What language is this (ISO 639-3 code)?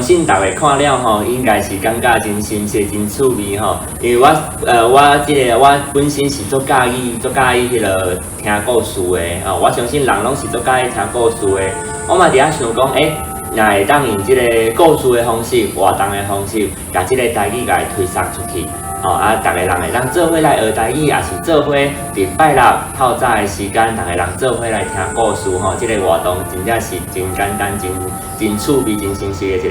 nan